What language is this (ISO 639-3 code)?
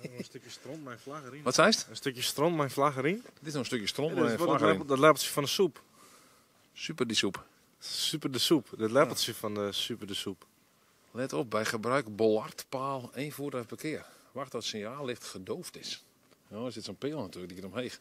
fry